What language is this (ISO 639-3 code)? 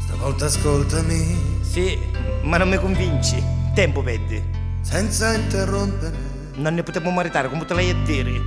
nap